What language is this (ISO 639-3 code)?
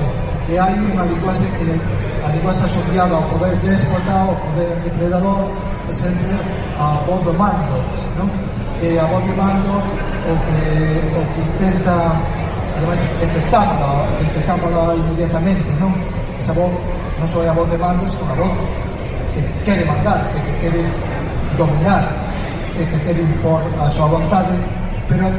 glg